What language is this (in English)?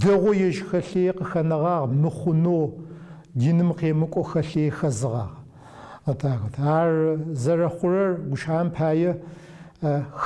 Adyghe